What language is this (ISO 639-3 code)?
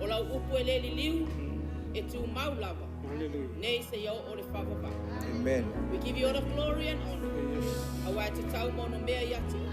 smo